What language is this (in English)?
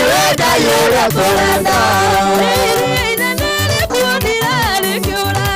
Kikuyu